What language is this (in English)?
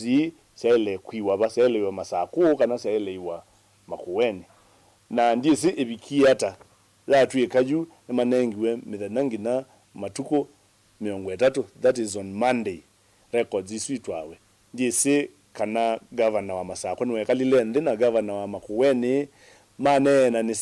Kamba